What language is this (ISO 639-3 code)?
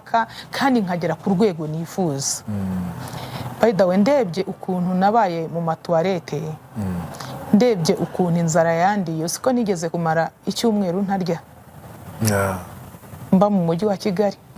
kin